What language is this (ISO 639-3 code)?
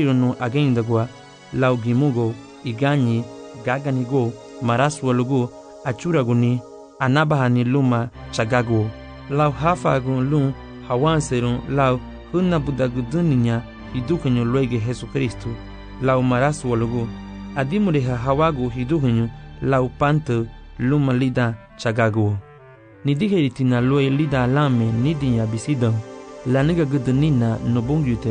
cab